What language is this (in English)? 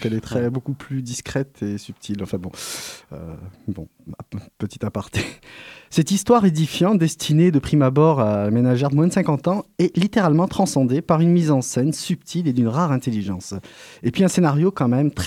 French